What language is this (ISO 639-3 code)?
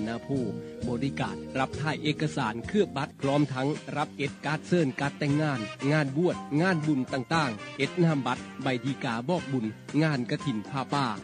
tha